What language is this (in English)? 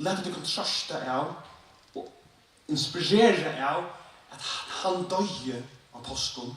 Faroese